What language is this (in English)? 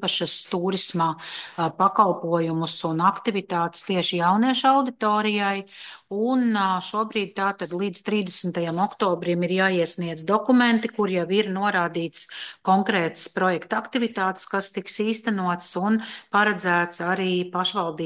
Latvian